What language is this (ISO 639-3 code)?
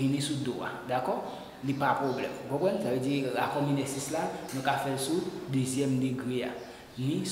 hat